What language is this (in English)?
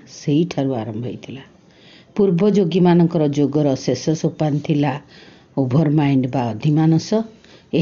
Odia